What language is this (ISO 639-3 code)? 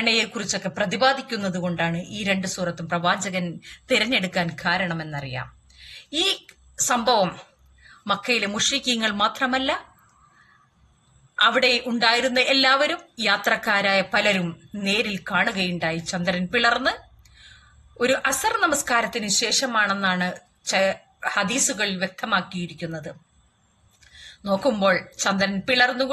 mal